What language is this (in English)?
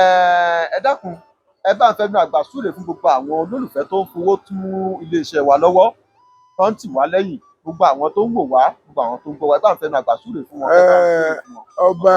Yoruba